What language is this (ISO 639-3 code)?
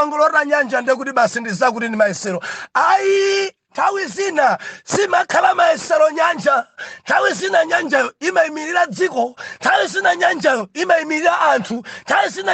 nya